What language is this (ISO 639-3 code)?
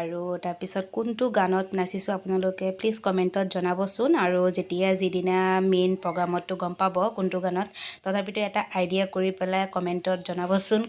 asm